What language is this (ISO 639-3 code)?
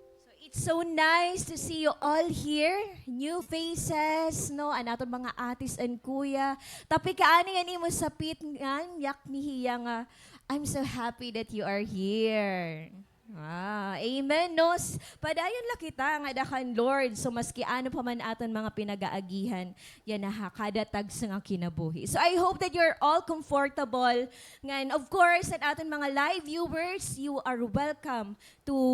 war